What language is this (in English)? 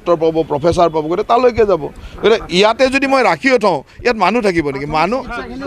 Assamese